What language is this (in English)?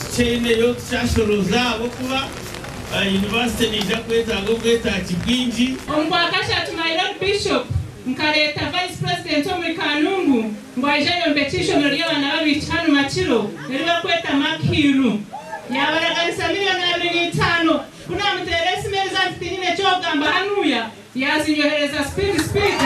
Nyankole